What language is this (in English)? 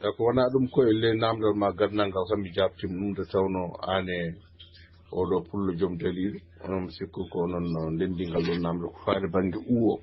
Fula